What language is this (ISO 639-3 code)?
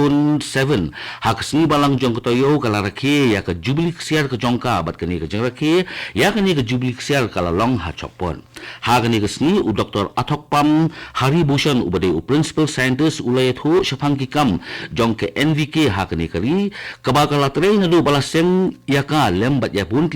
kha